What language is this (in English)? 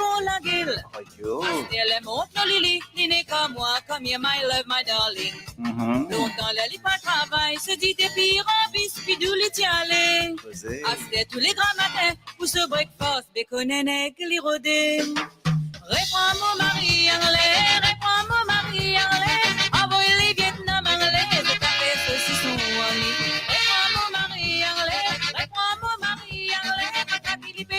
Morisyen